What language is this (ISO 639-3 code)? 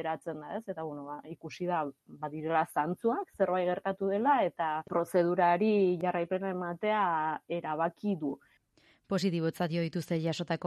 eus